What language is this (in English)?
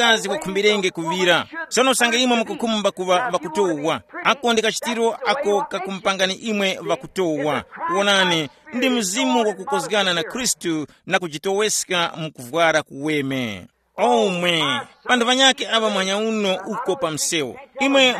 Tumbuka